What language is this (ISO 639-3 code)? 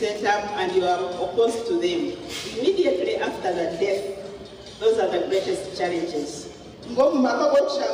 nyn